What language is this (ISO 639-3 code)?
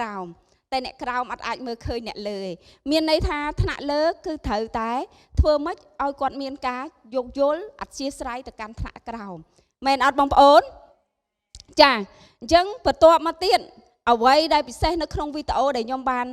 khm